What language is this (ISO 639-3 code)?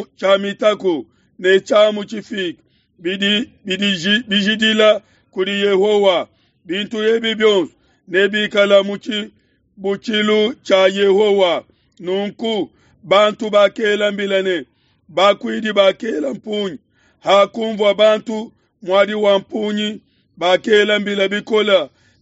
lua